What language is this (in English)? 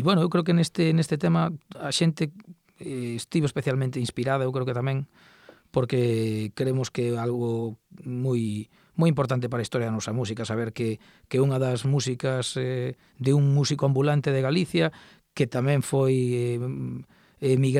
Galician